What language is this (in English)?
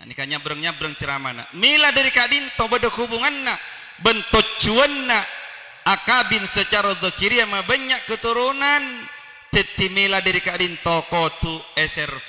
Madurese